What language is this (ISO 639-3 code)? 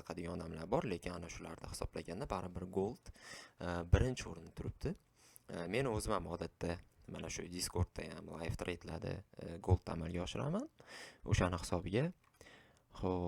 uzb